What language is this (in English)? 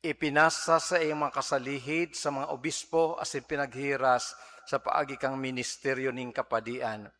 Bikol